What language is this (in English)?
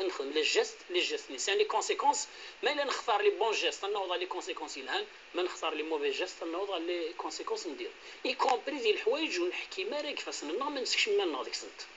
Kabyle